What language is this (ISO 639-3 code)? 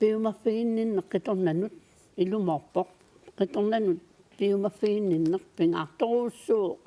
kal